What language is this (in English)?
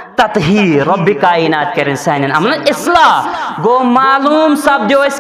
Kashmiri